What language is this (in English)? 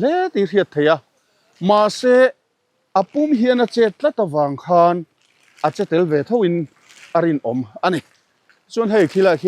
Mizo